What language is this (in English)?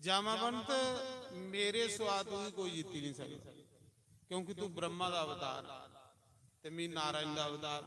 Dogri